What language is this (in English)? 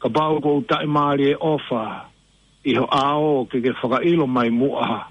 Tongan